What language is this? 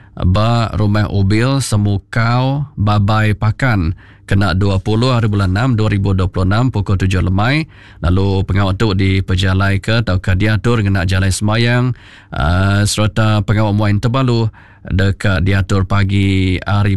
Iban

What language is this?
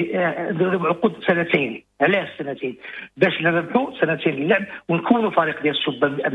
Moroccan Arabic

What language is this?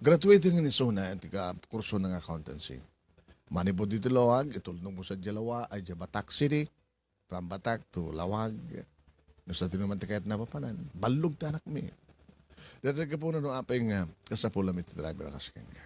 Iloko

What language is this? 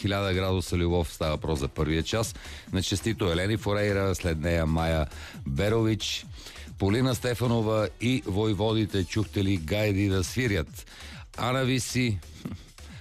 Bulgarian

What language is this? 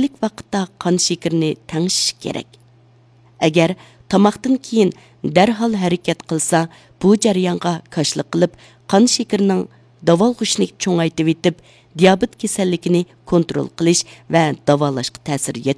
Uyghur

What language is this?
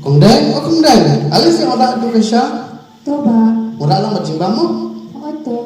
Khasi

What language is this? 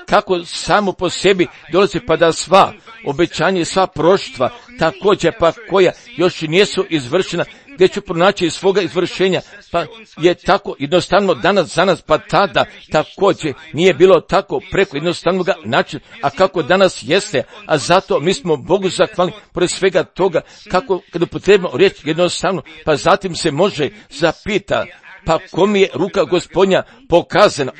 Croatian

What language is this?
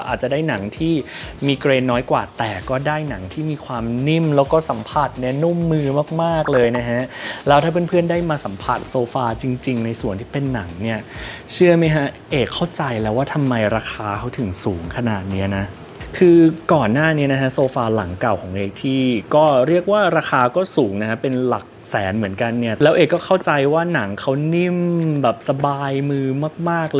Thai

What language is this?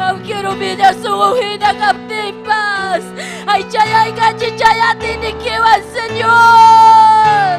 Ayacucho Quechua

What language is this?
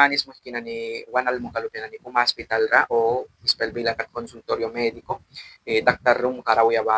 Mískito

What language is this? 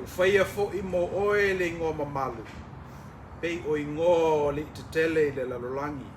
Samoan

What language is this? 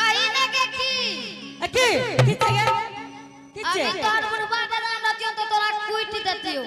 Angika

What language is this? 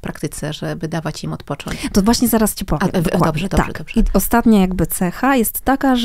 Polish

